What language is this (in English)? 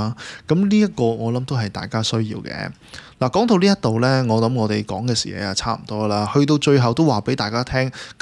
Cantonese